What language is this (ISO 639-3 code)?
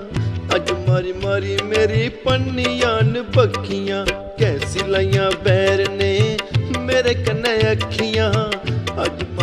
doi